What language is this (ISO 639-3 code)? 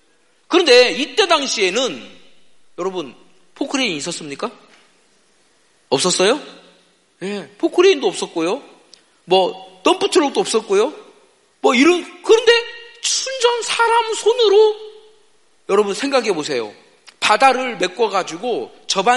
kor